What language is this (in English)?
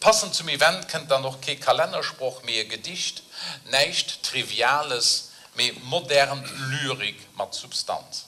Luxembourgish